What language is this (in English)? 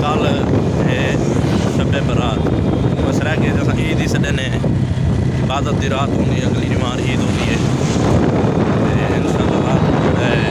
Saraiki